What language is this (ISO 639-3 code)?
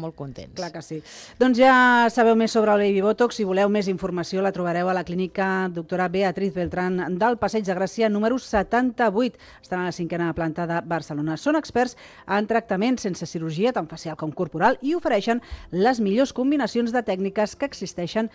cat